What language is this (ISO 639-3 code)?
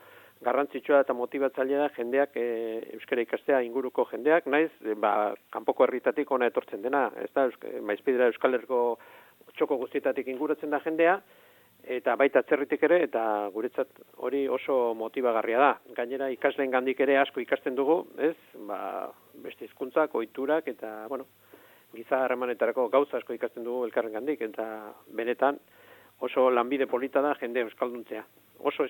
eus